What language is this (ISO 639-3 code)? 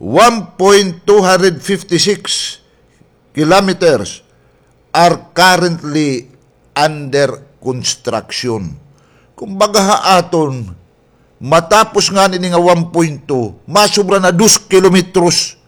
war